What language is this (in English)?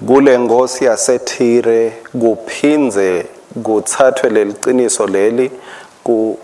Swati